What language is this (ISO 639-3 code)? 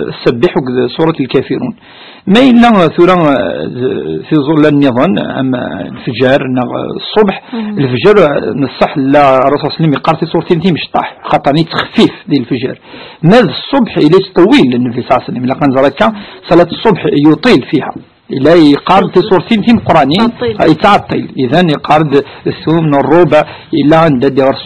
kab